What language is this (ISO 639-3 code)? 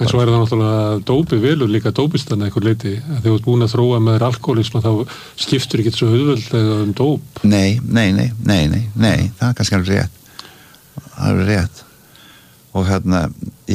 isl